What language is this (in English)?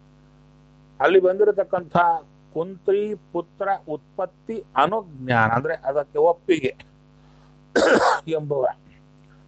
Kannada